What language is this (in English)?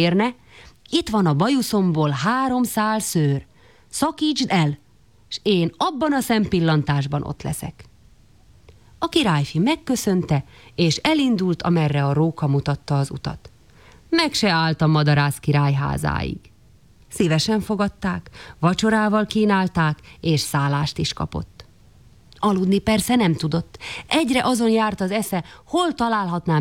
Hungarian